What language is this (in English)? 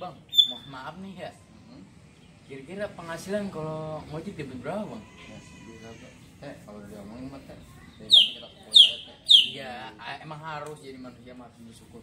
Betawi